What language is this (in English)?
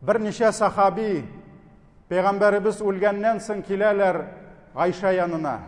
Tatar